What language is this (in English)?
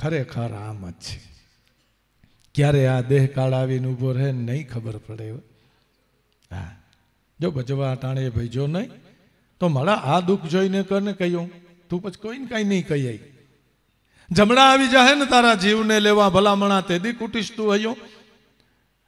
Gujarati